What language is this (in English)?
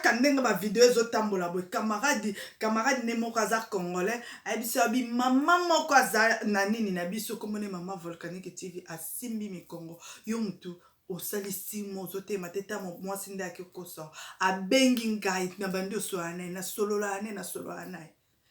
Lingala